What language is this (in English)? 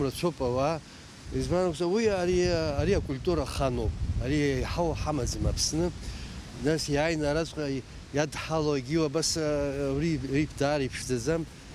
Abkhazian